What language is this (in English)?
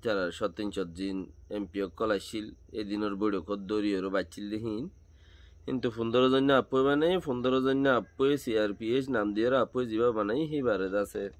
Rohingya